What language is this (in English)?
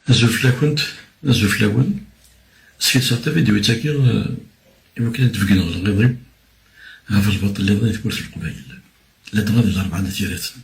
Kabyle